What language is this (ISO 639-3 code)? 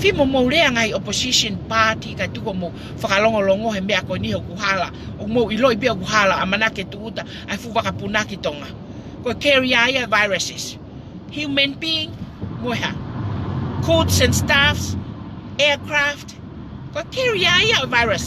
ton